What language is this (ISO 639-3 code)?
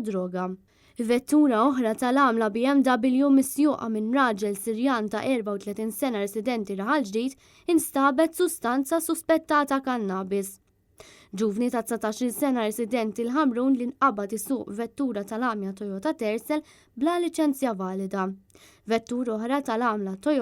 mlt